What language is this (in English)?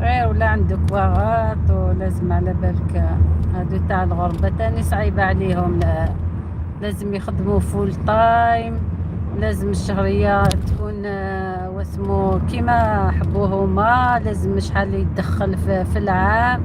Algerian Arabic